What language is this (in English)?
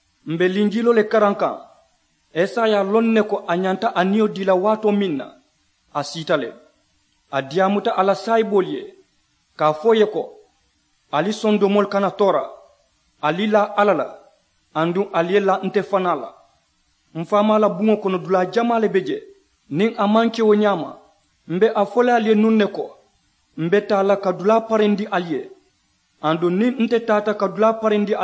Mandingo